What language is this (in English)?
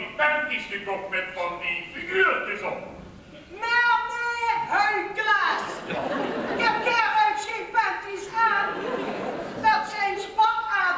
Limburgish